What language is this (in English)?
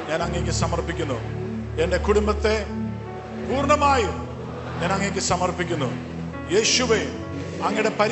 Malayalam